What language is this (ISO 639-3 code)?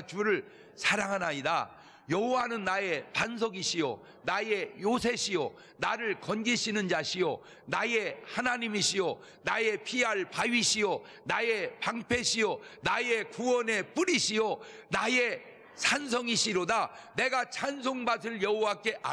kor